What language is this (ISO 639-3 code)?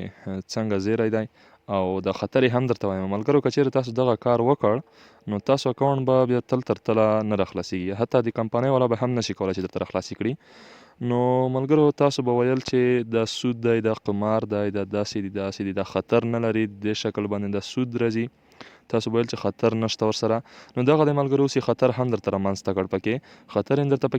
pus